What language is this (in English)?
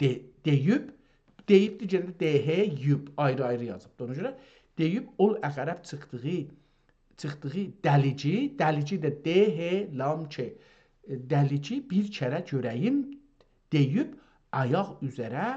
South Azerbaijani